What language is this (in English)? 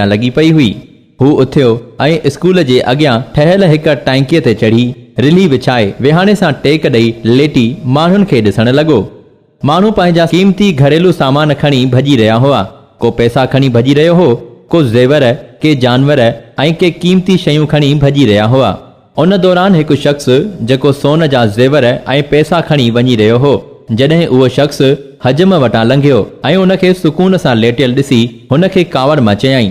Sindhi